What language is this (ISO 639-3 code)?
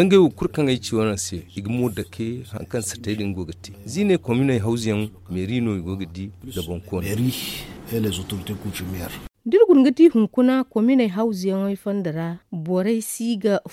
dje